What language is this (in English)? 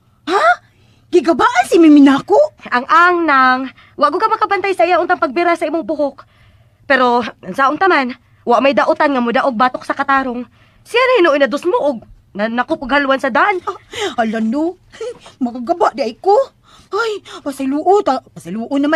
Cebuano